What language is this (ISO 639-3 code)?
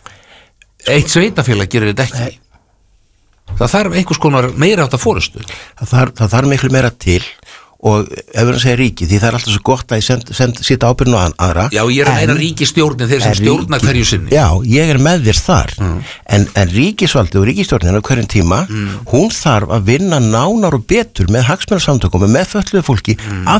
isl